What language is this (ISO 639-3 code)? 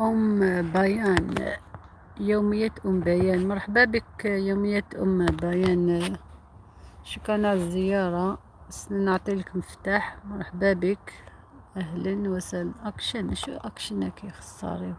arq